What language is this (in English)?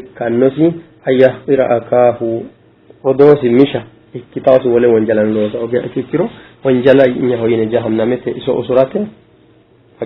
Sidamo